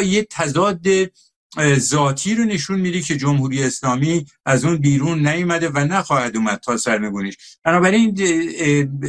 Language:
Persian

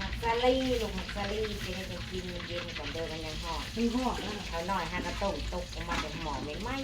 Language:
Northeastern Thai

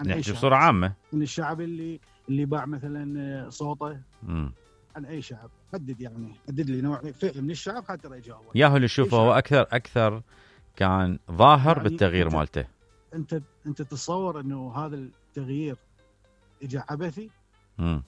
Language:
Mesopotamian Arabic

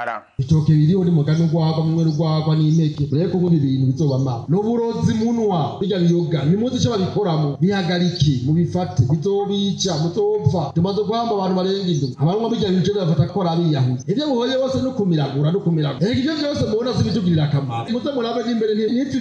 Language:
Rundi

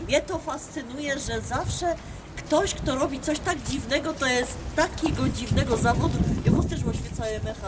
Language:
Silesian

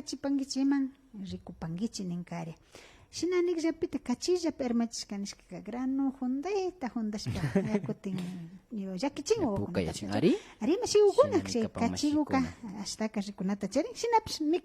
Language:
Imbabura Highland Quichua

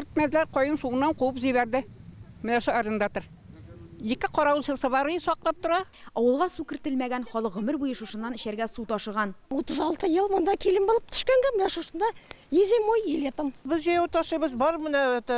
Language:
Tatar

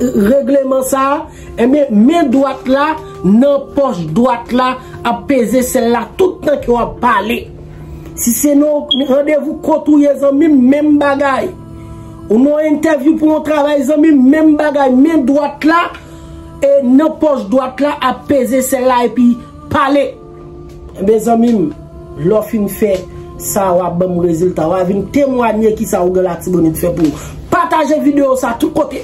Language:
Haitian Creole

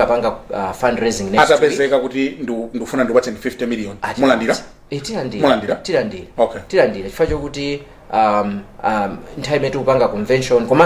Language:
Nyanja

